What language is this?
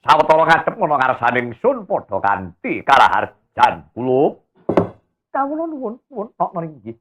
Javanese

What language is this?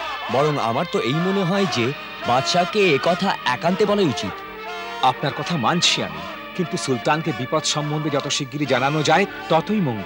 Bangla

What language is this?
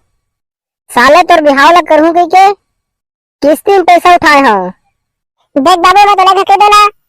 Chhattisgarhi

